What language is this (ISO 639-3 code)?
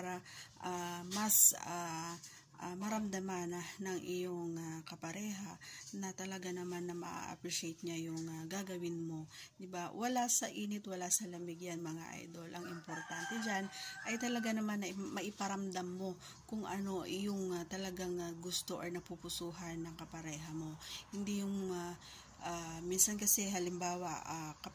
fil